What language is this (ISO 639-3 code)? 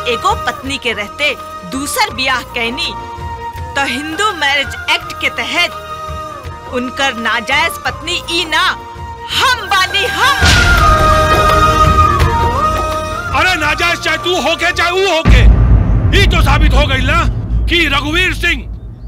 bho